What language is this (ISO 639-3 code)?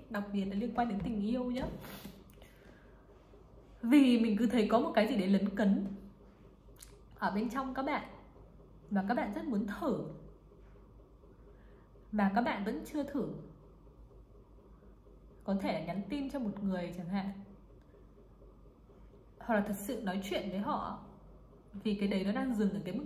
vie